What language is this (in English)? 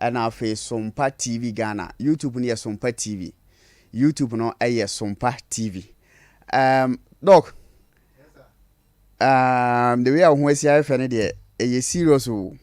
Akan